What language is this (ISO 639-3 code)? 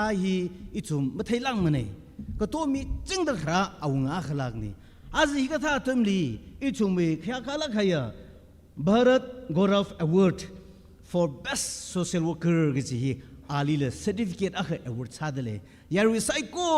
nmf